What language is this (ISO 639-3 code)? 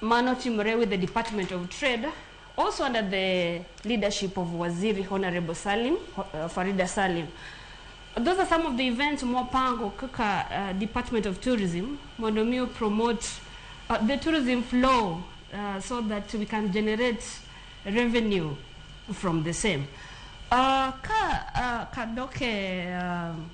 luo